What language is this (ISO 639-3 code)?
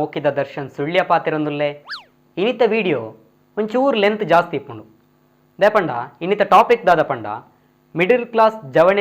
tcy